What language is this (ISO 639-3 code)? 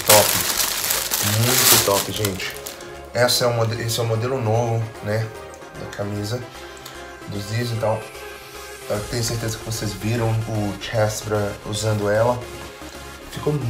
por